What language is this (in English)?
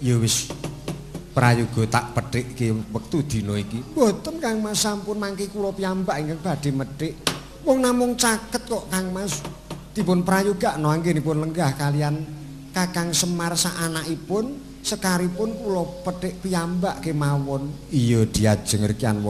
Javanese